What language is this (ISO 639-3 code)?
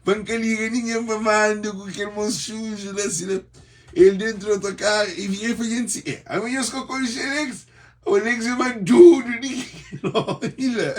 kea